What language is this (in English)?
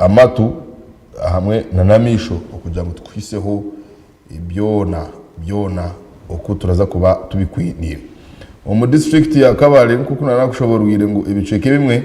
Nyankole